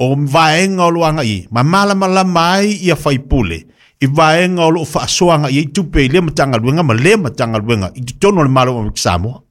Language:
Samoan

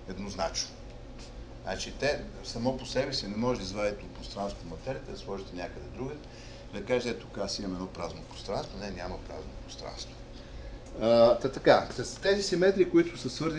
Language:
Bulgarian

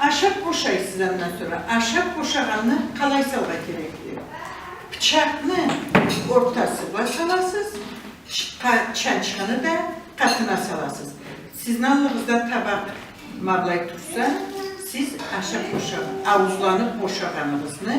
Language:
Karachay-Balkar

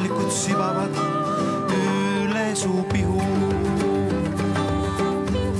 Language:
Estonian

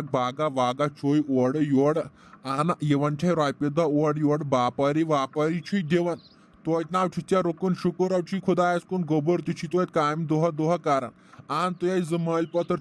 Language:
Kashmiri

